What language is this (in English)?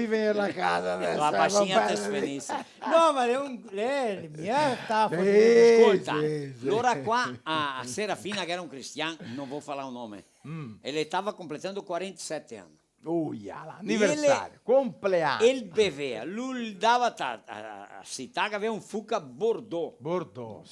Venetian